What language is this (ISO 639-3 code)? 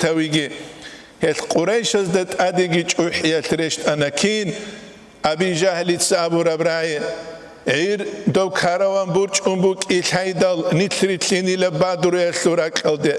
ava